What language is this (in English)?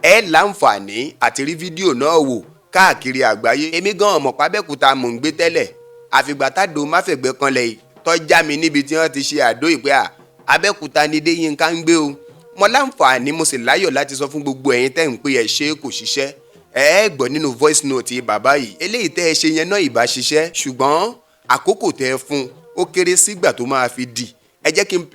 Yoruba